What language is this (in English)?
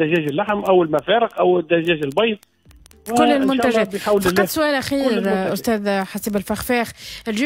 Tunisian Arabic